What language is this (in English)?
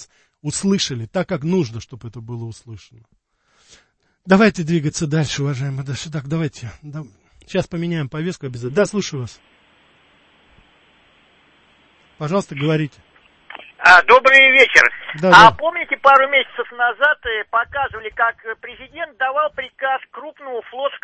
Russian